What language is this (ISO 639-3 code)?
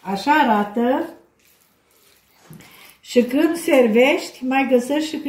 ron